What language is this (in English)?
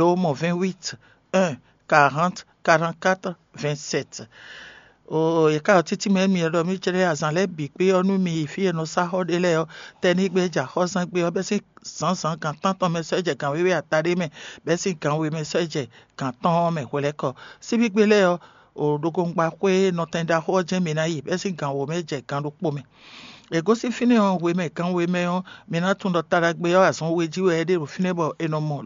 Fon